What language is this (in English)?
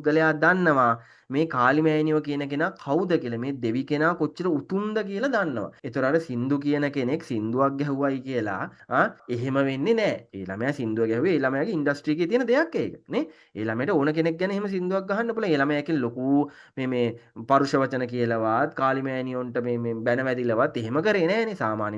Sinhala